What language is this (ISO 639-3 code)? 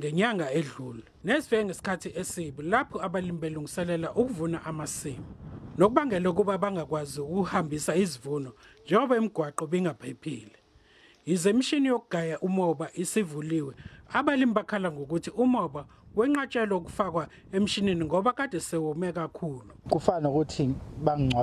zul